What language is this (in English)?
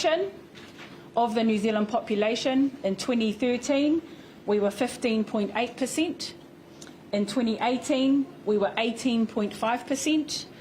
Māori